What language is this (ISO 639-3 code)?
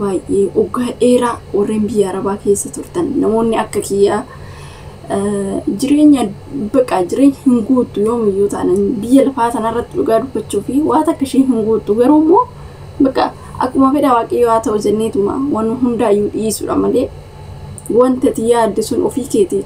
orm